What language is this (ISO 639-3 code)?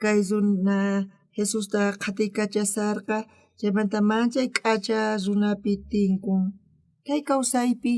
quh